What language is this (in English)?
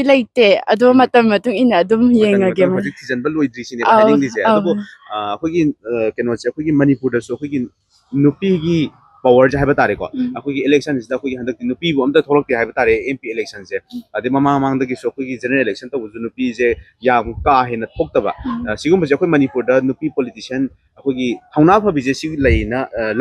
Manipuri